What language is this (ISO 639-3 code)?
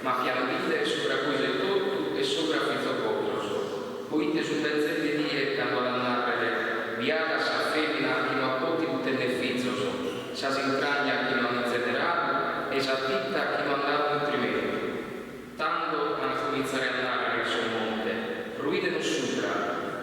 srd